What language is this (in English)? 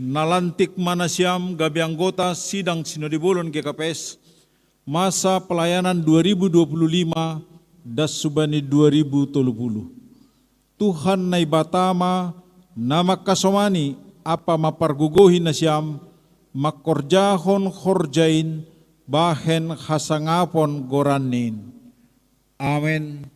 Batak Simalungun